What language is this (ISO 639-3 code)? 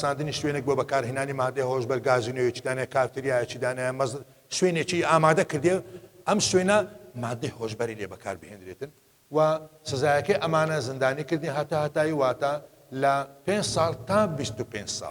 ckb